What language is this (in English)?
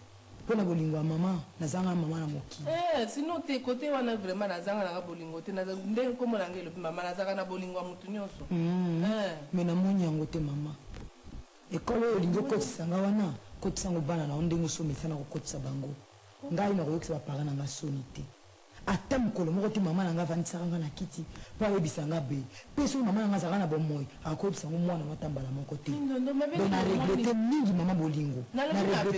Lingala